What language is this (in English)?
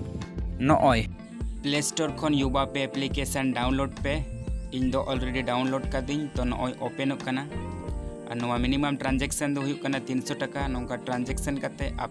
Santali